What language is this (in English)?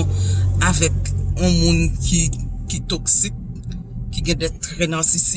Haitian Creole